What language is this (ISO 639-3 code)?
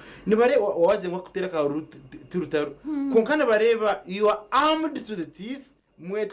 nyn